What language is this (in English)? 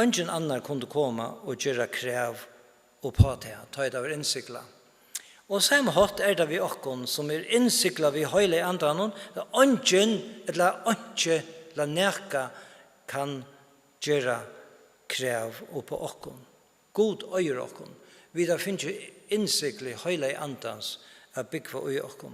Faroese